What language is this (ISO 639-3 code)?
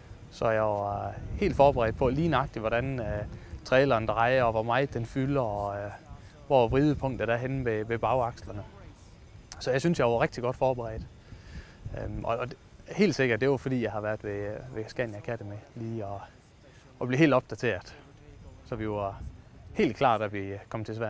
dan